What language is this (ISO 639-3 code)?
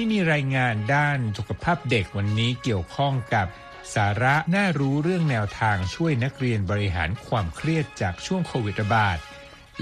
tha